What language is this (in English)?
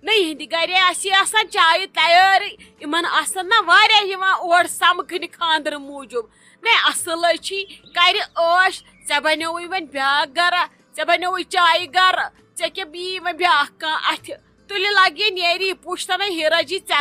Kashmiri